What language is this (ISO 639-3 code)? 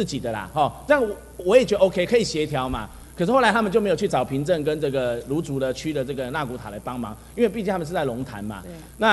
zho